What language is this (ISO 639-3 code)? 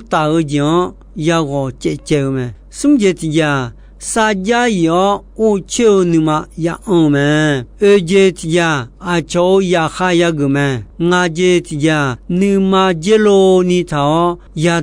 ahk